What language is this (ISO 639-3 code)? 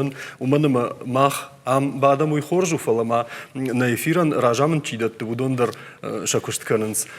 oss